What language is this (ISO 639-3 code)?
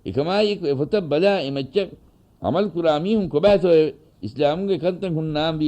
div